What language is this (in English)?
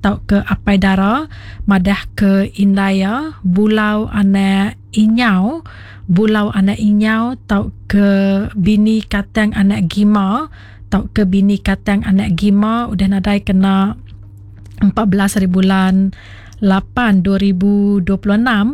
Iban